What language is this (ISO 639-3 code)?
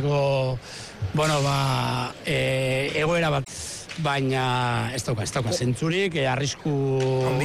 eus